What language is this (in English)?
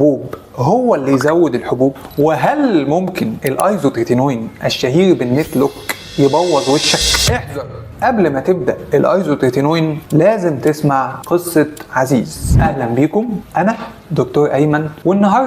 Egyptian Arabic